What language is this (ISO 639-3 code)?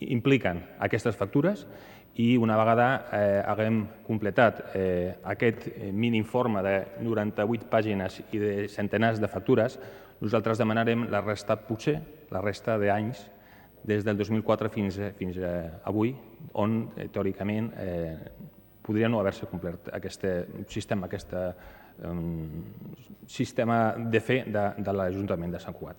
cat